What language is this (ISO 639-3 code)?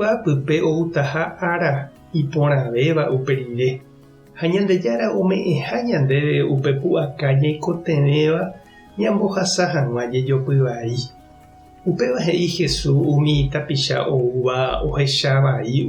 grn